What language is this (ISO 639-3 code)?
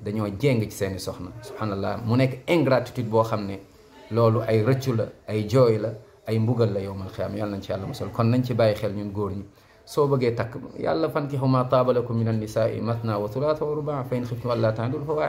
wol